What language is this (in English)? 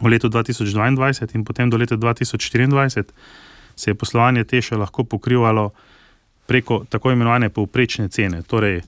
Slovenian